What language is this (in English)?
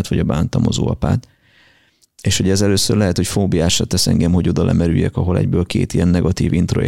Hungarian